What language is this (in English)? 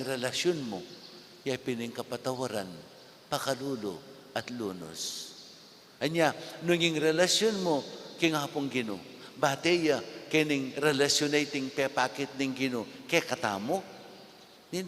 Pampanga